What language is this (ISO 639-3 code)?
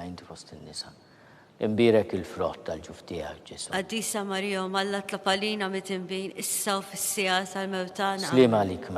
mlt